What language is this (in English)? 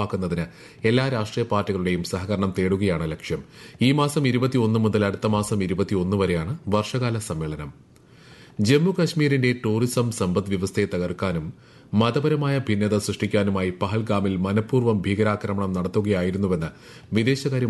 Malayalam